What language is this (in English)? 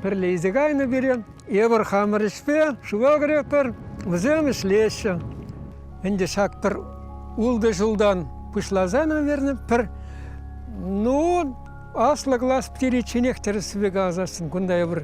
Chuvash